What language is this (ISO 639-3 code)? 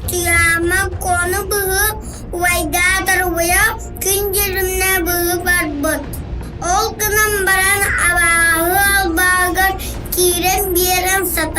sah